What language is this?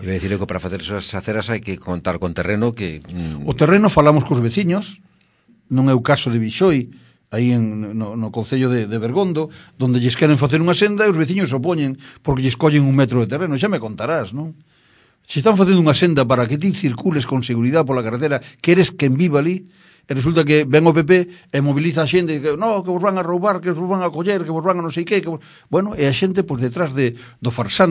Galician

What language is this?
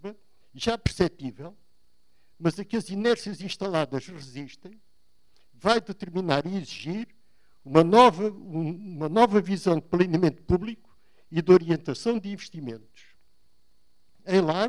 Portuguese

